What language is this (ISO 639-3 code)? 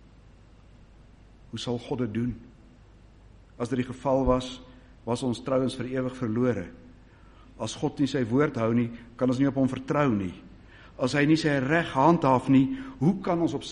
afr